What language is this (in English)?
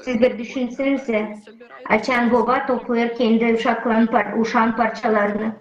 Gagauz